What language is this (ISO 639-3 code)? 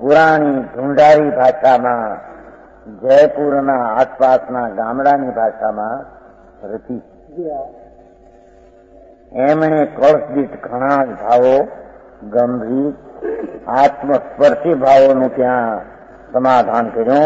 guj